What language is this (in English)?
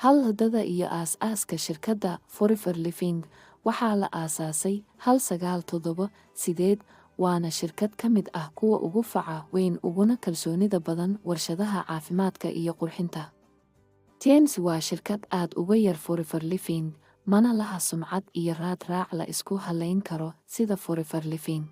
Somali